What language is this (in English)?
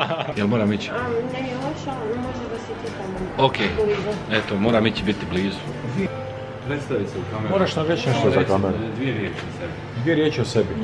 Croatian